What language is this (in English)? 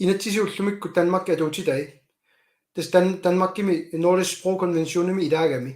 Kalaallisut